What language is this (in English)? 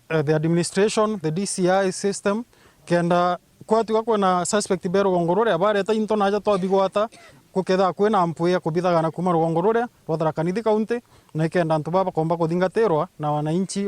Meru